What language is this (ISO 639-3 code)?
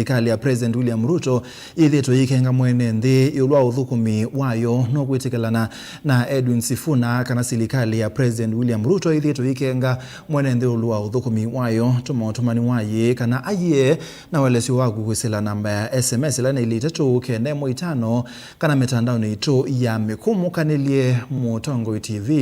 kam